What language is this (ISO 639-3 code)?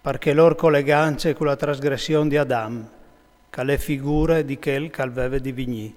fur